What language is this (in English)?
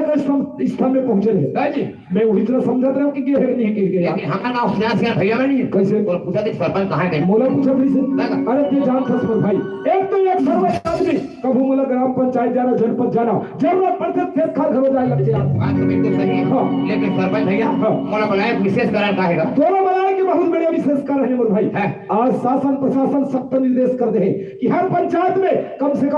Chhattisgarhi